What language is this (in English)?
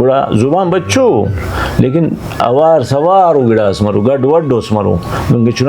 Brahui